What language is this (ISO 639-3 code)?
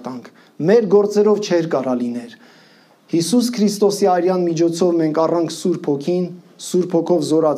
hye